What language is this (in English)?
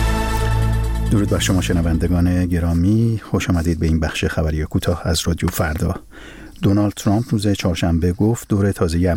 Persian